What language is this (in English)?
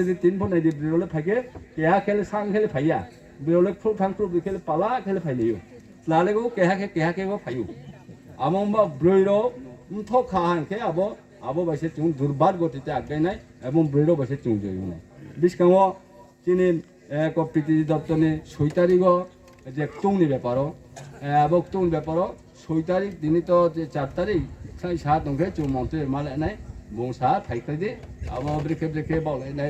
Riang (India)